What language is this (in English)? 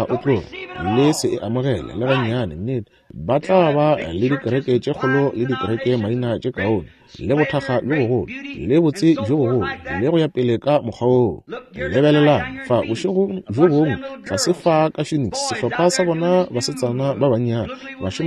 Northern Sotho